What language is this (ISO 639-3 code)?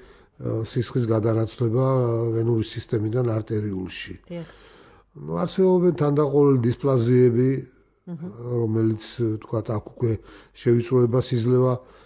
kat